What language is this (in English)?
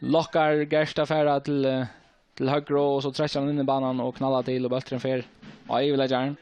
Faroese